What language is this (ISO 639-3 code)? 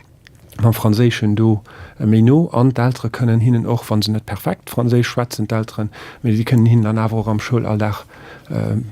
ltz